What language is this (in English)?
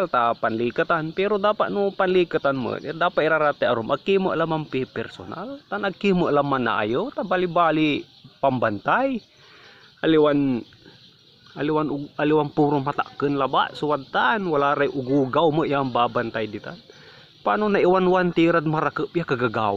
Pangasinan